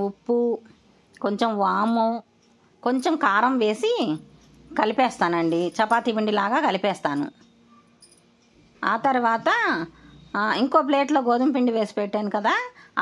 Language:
Telugu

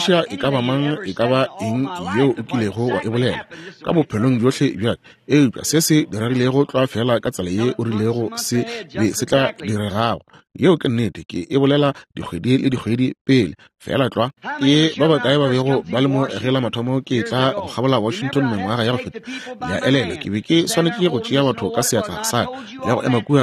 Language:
Northern Sotho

